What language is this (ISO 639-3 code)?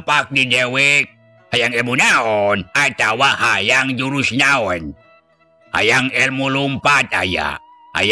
sun